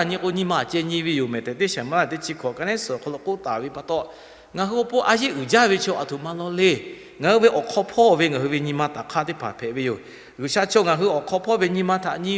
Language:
Lahu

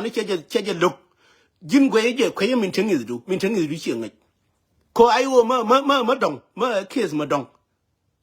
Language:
Nuer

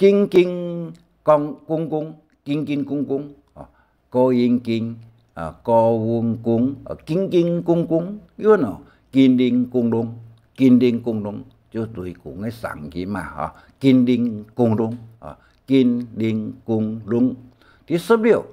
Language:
Hakka Chinese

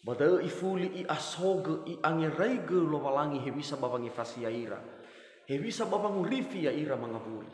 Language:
Nias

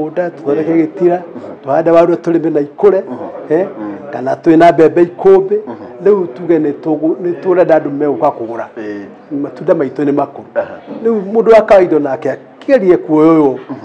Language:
Kikuyu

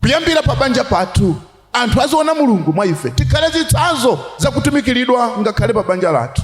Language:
Nyanja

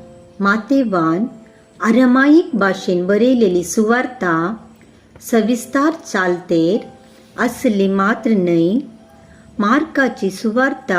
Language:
Konkani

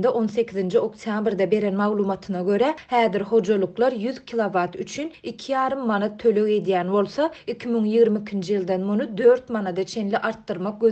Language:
Turkmen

